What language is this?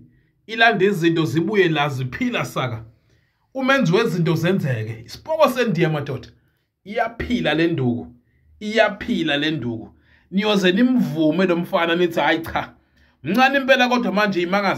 Zulu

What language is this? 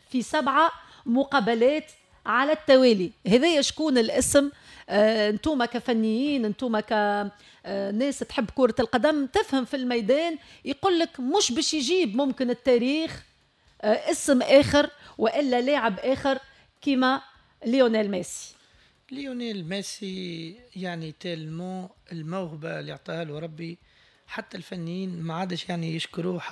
Tunisian Arabic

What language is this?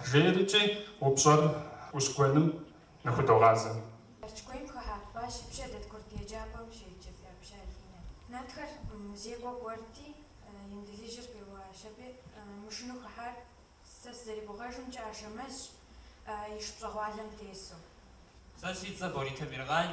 Kabardian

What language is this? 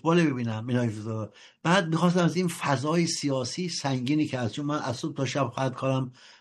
Persian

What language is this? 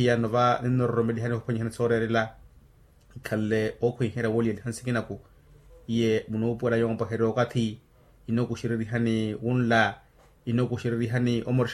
Makhuwa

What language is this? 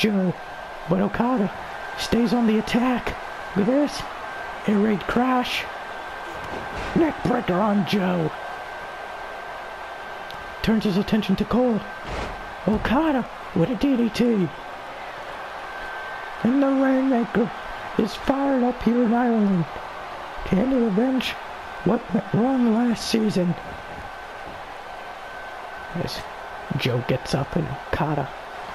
English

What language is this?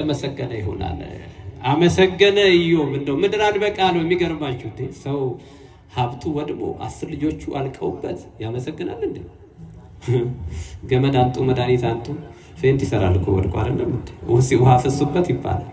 Amharic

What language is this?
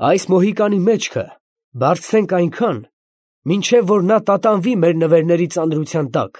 Armenian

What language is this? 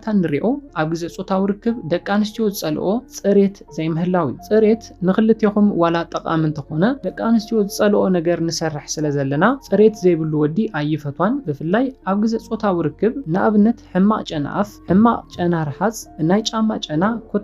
Tigrinya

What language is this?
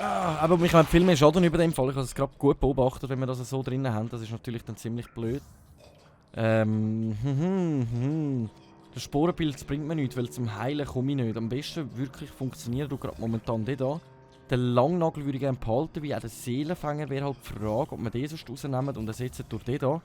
Swiss German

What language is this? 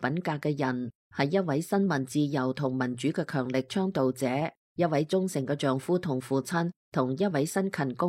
Cantonese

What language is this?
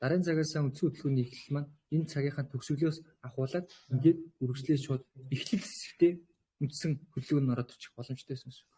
Mongolian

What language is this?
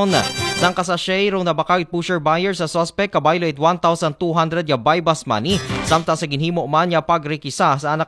Aklanon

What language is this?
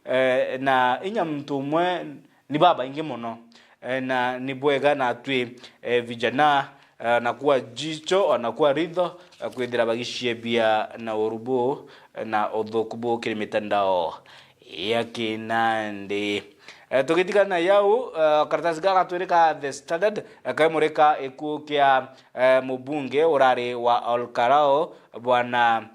Meru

